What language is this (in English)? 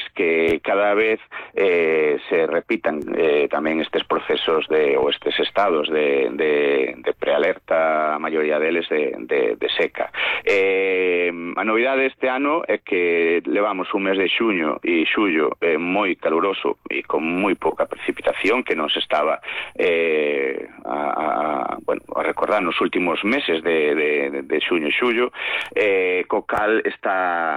Galician